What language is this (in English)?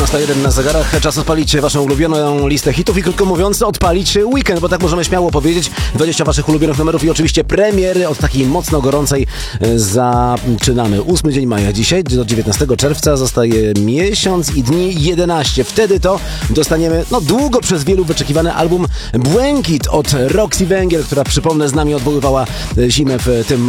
Polish